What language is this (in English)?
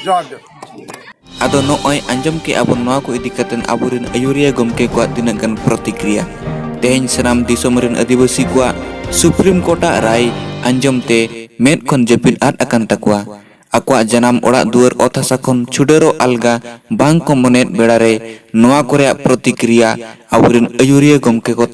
Santali